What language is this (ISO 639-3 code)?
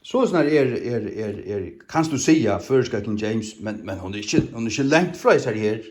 fao